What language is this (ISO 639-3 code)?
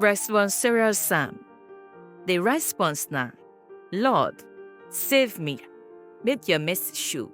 pcm